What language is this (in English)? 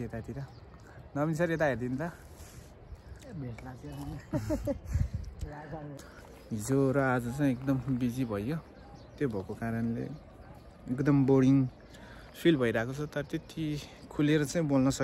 Nepali